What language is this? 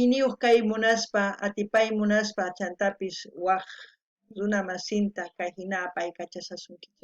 South Bolivian Quechua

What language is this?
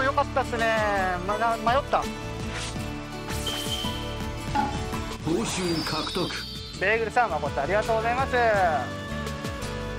Japanese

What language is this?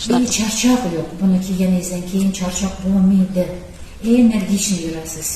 Uzbek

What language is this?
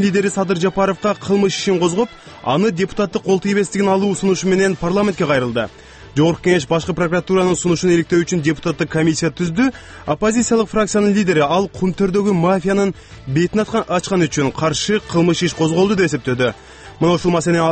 Kyrgyz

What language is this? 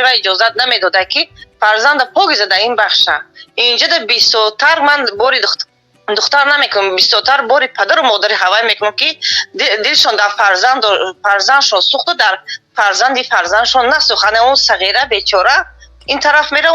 Tajik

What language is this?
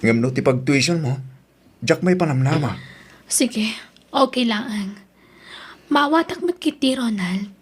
Iloko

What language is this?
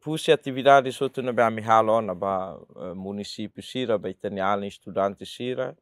Tetum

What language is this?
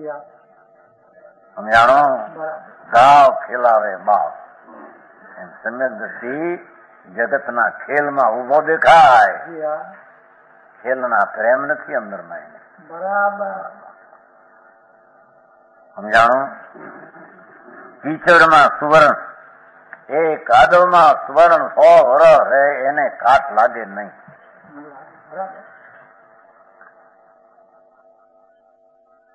Gujarati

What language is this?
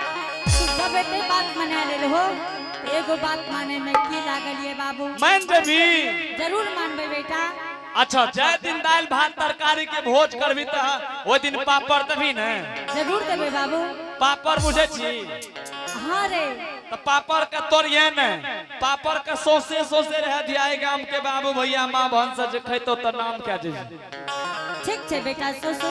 Angika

